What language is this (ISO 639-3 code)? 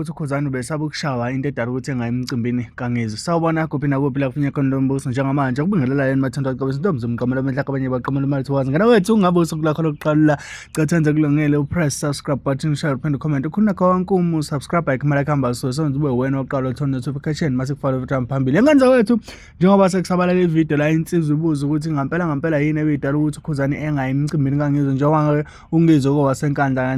zul